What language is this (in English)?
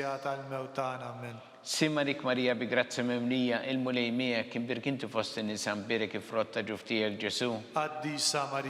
Maltese